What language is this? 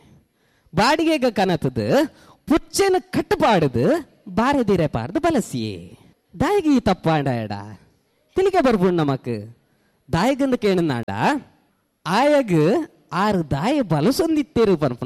Tulu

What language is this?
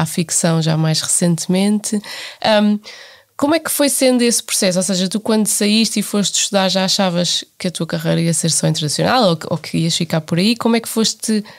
Portuguese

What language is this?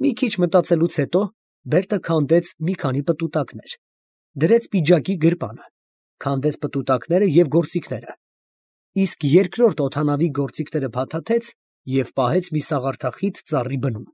Armenian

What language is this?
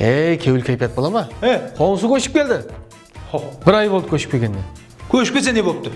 Kara-Kalpak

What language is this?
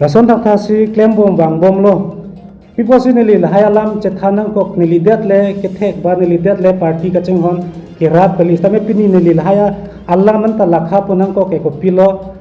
Karbi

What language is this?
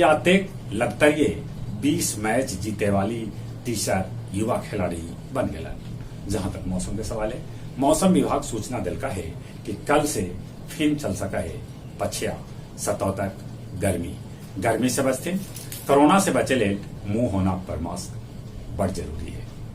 Magahi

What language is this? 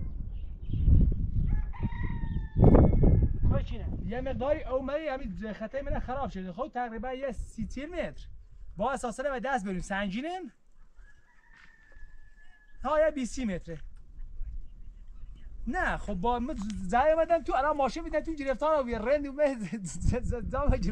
Persian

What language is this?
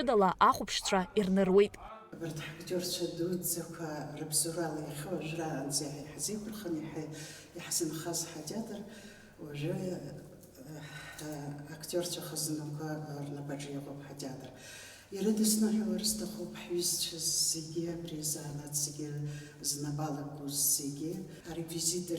Abkhazian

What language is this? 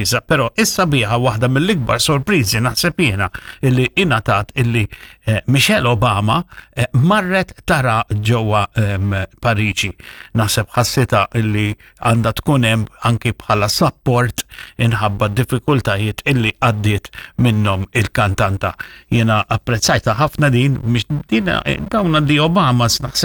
Maltese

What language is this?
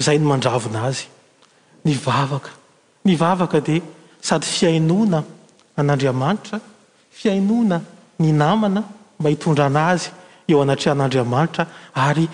Malagasy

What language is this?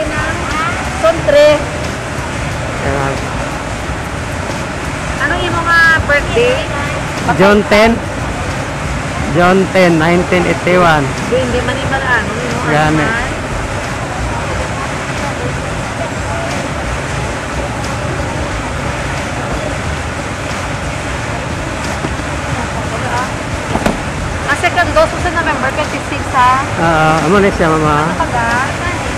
Filipino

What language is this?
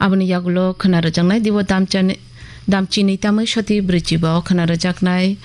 Kok Borok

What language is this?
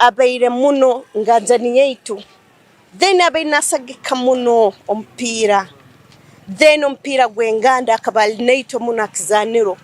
Tooro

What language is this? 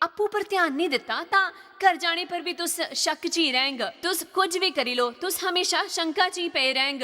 Dogri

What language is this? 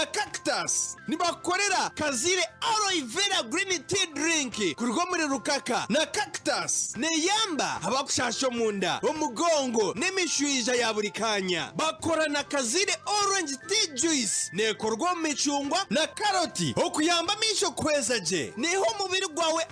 Nyankole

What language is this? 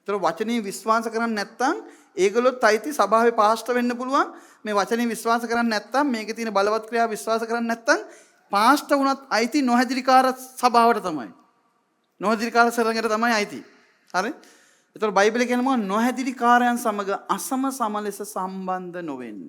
Sinhala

